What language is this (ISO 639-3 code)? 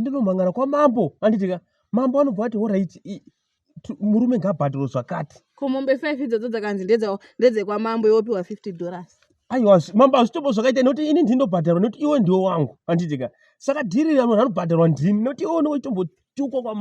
sna